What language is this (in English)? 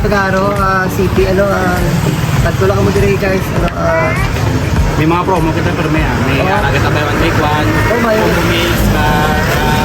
Hiligaynon